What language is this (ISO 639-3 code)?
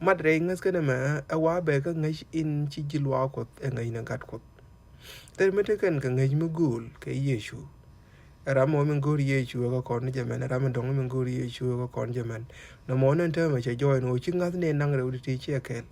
nus